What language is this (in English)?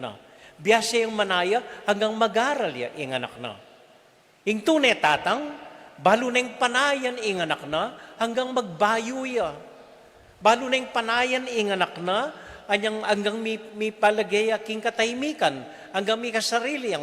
Pampanga